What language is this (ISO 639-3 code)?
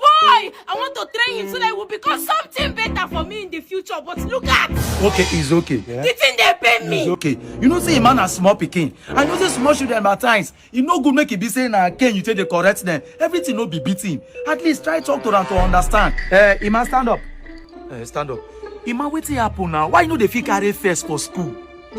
pcm